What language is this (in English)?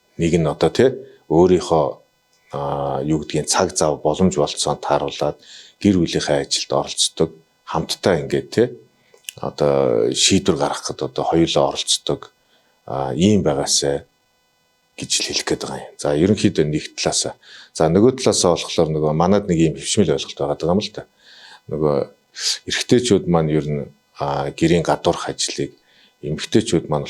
Mongolian